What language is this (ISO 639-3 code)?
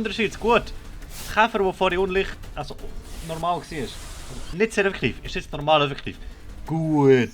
gsw